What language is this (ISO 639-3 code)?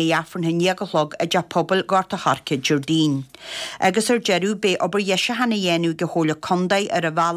gle